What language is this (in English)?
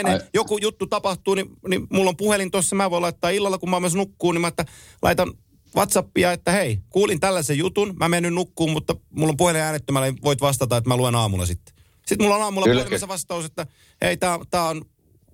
Finnish